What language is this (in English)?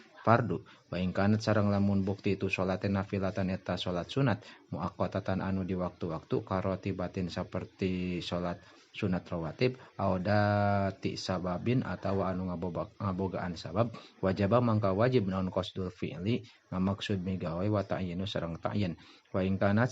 Sundanese